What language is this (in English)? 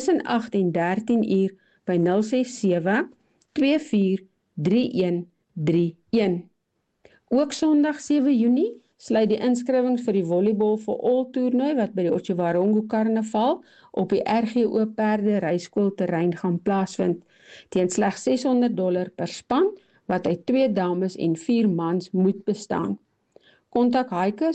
Afrikaans